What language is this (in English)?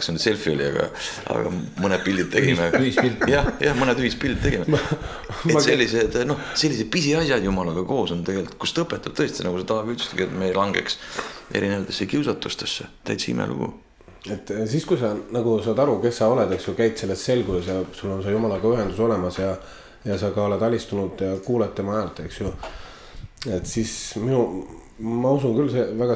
Estonian